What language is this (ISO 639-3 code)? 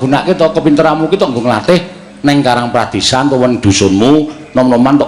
jav